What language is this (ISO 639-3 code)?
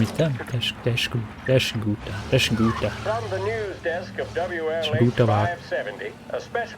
gsw